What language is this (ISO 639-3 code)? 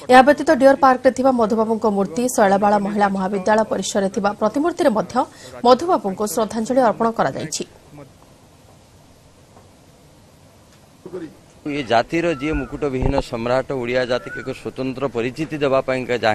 ori